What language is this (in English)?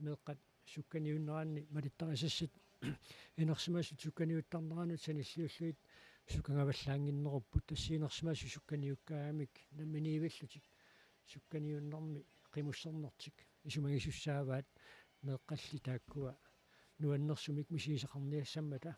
Kalaallisut